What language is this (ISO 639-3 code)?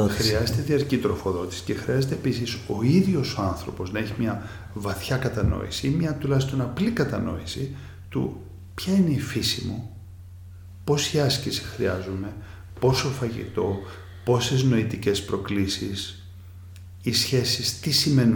ell